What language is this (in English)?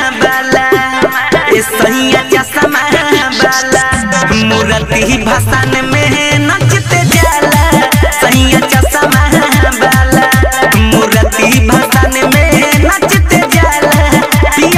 Bhojpuri